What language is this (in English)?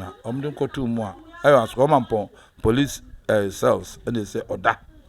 Akan